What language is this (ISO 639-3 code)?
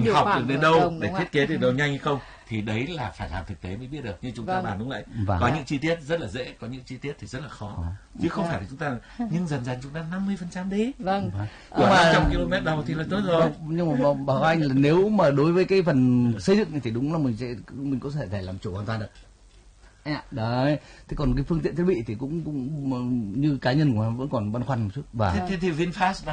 vie